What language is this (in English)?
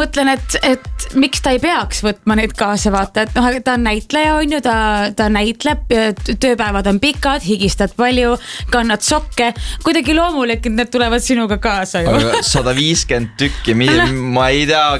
Estonian